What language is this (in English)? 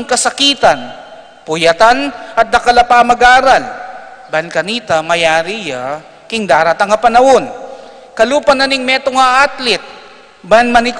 Pampanga